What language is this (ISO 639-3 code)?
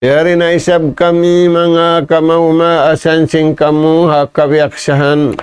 tsg